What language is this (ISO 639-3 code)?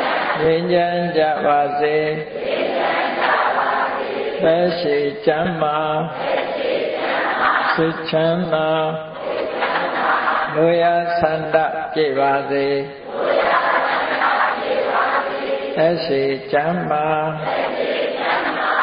mya